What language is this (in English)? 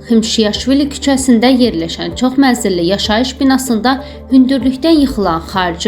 Azerbaijani